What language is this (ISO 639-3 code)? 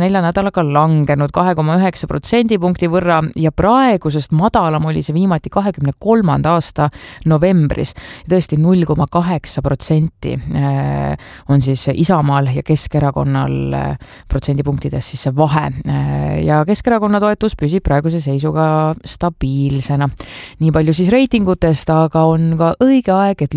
est